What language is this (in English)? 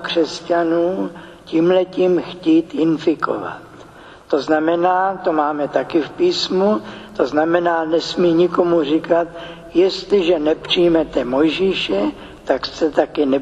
Czech